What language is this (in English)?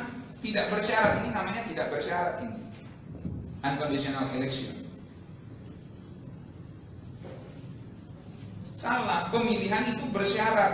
Indonesian